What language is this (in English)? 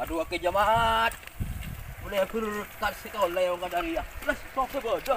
Madurese